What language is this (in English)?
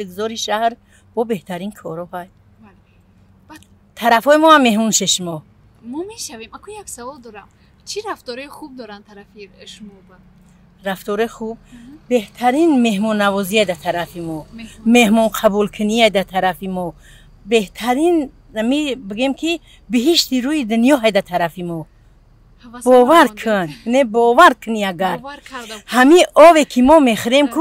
Tajik